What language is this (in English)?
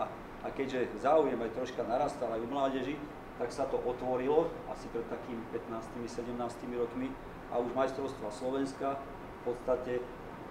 Slovak